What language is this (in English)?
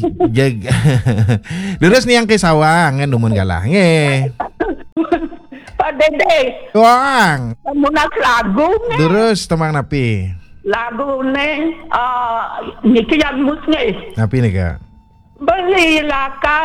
Balinese